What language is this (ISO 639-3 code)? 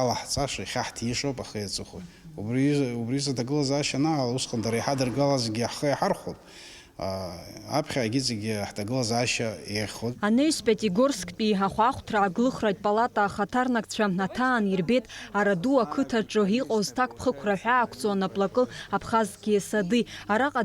abk